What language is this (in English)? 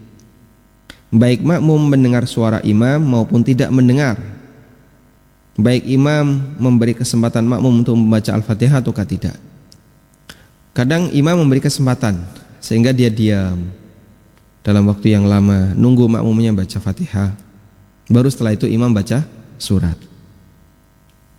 Indonesian